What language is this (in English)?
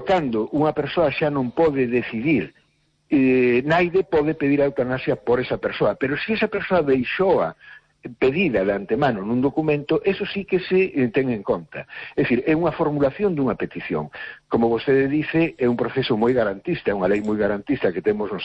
Galician